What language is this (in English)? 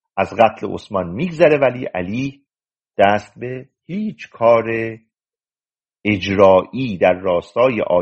Persian